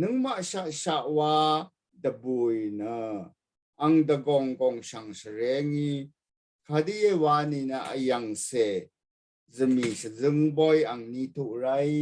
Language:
Rawang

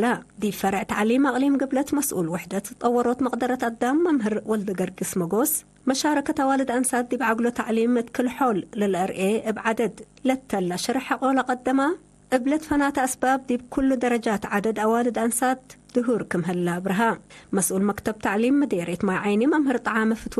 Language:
Tigre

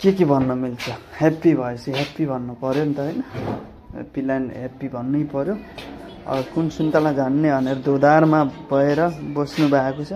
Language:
Nepali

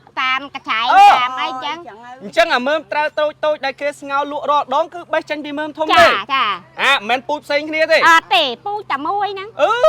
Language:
Khmer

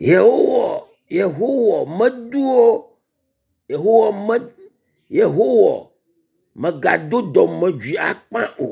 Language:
Ewe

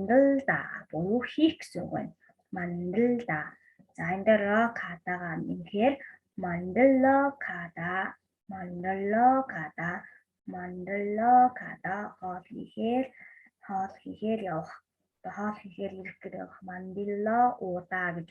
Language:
Mongolian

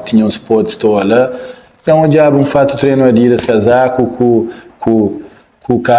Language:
Kabuverdianu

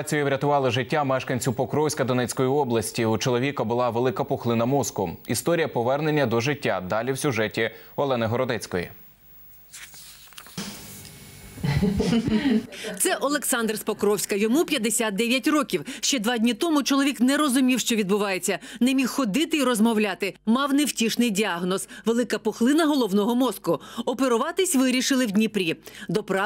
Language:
Ukrainian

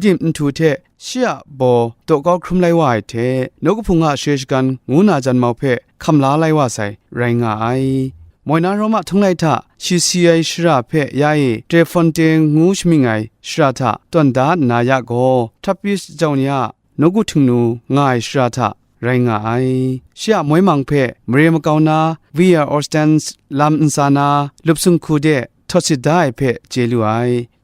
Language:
Kachin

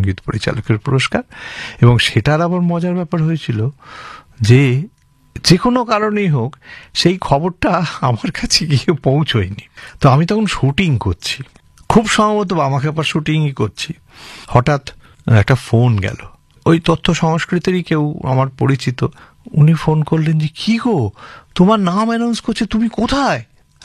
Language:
Bangla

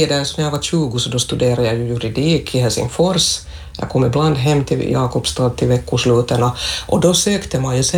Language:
Swedish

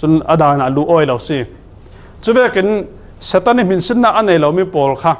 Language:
Falam Chin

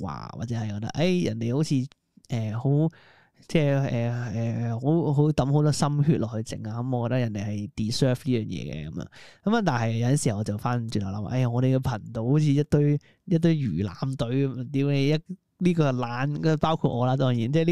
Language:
Cantonese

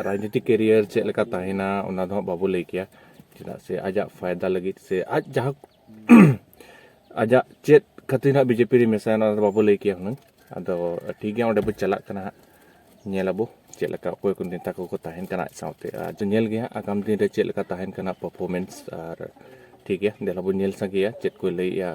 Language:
Santali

